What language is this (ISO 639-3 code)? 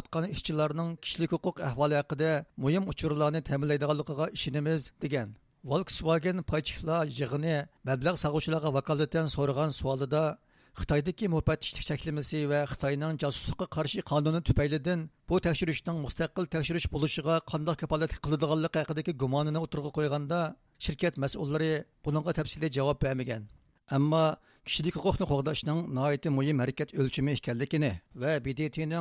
uig